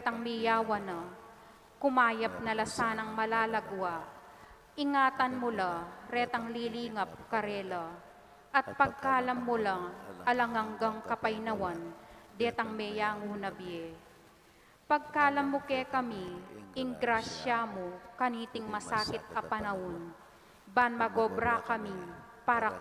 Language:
Pampanga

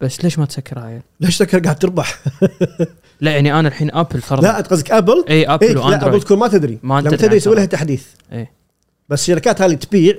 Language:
Gulf Arabic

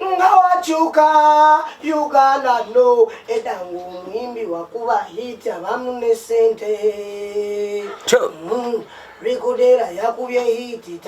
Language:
Ganda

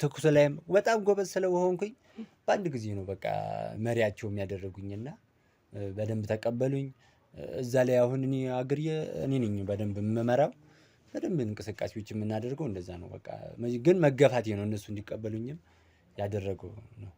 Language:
Amharic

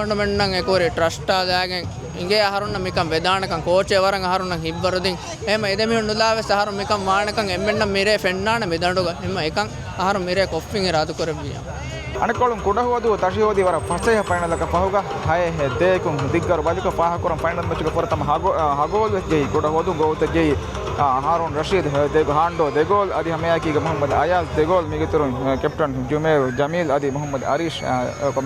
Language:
Divehi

